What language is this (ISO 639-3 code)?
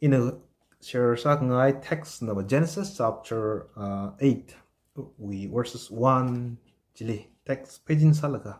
nmf